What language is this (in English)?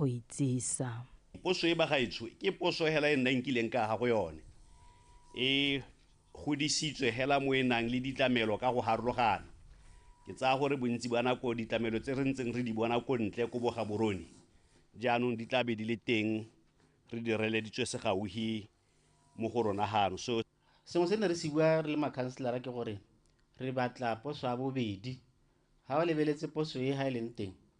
Tswana